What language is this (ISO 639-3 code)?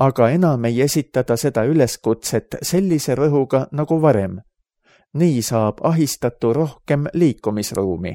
est